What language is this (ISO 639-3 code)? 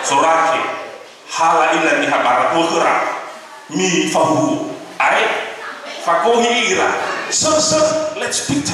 nia